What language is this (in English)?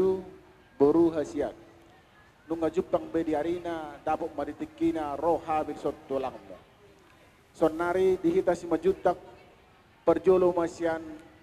Batak Toba